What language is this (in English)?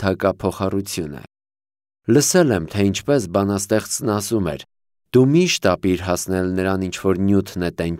Armenian